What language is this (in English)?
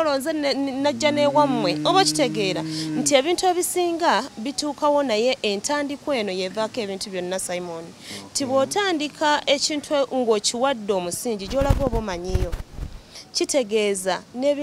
Ganda